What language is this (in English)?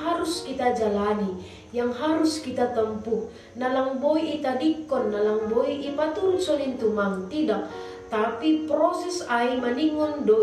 Batak Simalungun